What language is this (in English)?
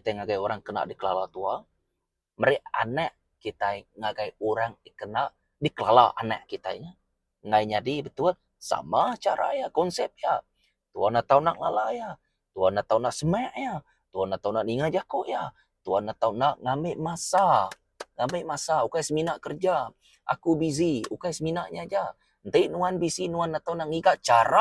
Iban